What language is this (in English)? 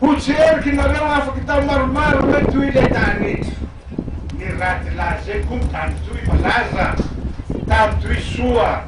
Malagasy